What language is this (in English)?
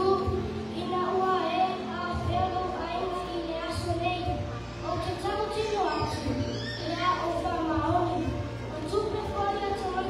Samoan